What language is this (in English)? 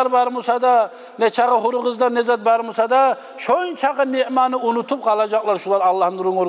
Kumyk